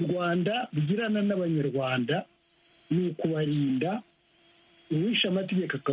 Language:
Kinyarwanda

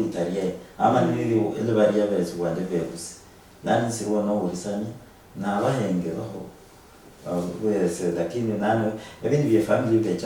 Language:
Luyia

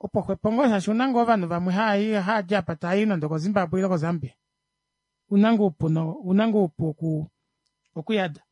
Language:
Kuanyama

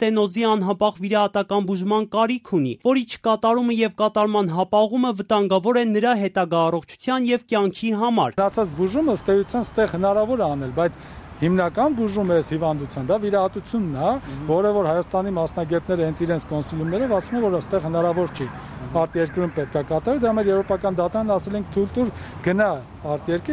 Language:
Armenian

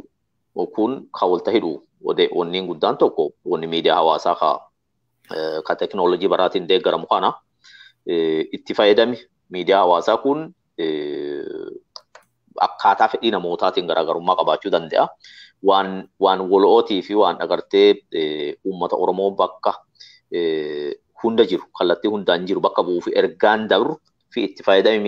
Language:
Oromo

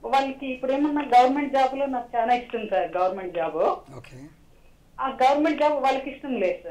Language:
Telugu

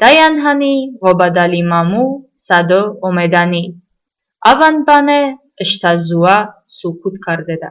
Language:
Talysh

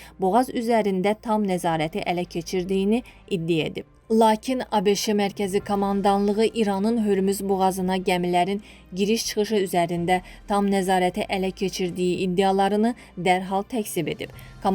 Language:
Azerbaijani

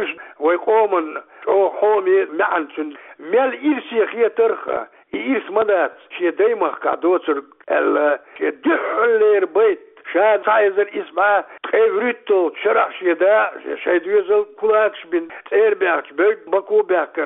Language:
Chechen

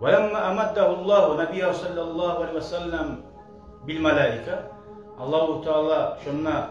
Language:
Kumyk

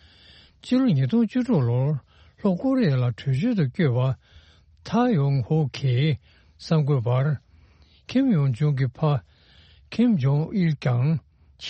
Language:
Tibetan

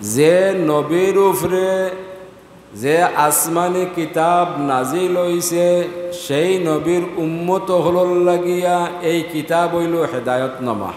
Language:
Sylheti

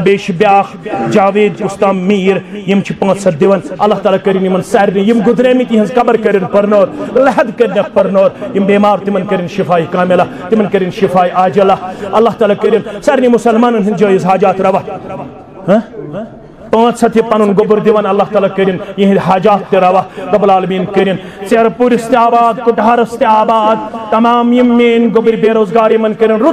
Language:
Kashmiri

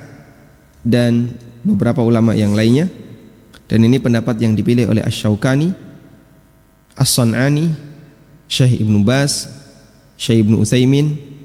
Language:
Indonesian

